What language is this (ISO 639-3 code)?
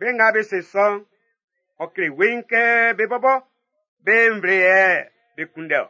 bci